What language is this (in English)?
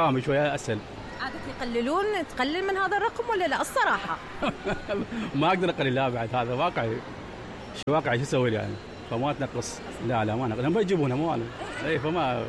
Mesopotamian Arabic